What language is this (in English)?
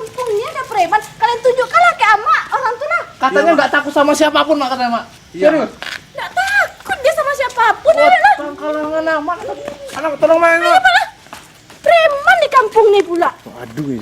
Minangkabau